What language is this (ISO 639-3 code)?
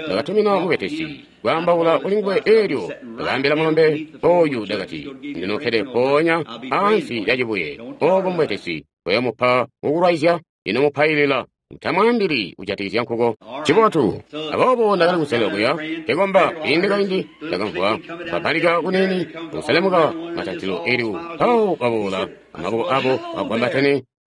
toi